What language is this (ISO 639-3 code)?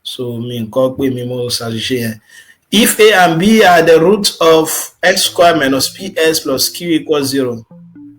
yor